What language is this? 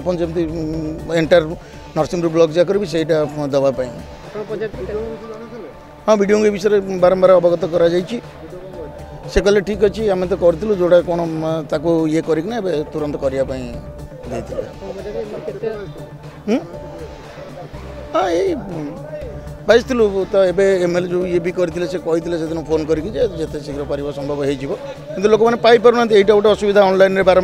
Odia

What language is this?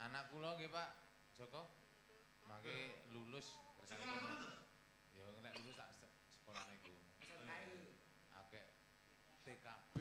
Javanese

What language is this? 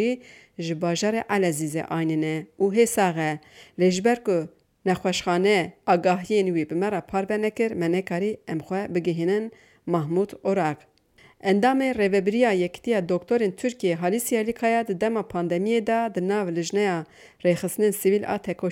Kurdish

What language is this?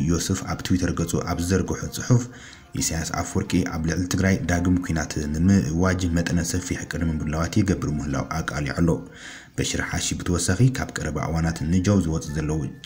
Tigrinya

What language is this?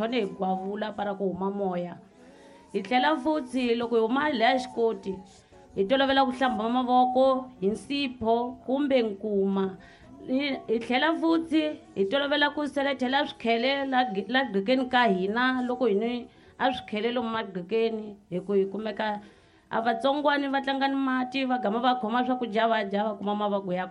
Tsonga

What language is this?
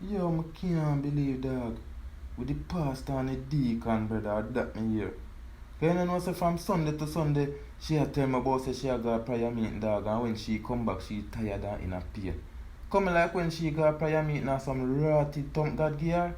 Jamaican Creole English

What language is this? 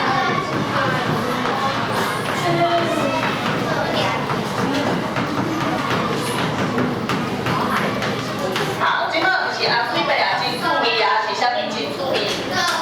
Min Nan Chinese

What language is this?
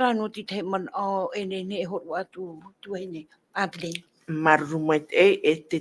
Tahitian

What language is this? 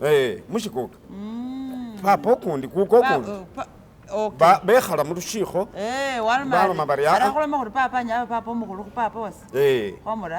Masaaba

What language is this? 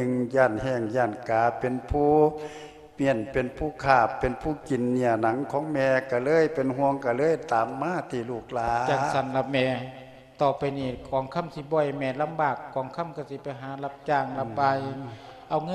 Lao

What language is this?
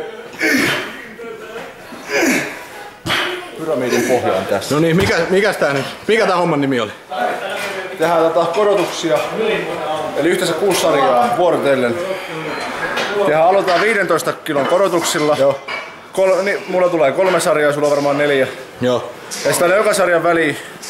Finnish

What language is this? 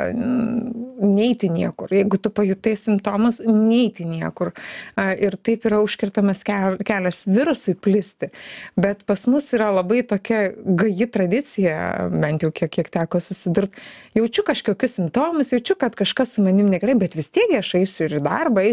Lithuanian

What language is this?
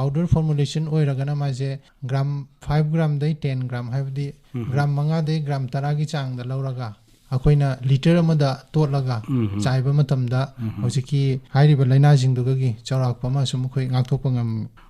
Manipuri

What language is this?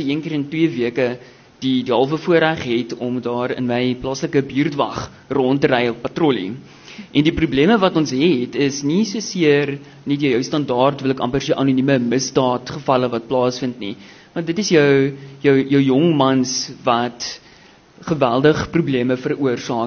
Afrikaans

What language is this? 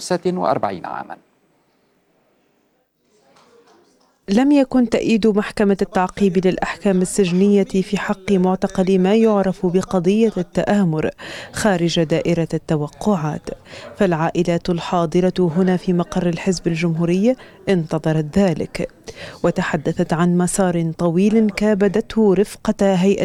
Arabic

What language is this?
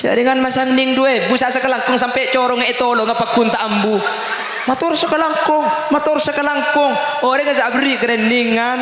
Madurese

